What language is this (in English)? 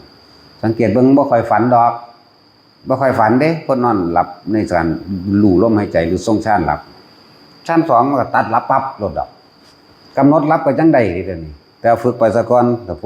Northeastern Thai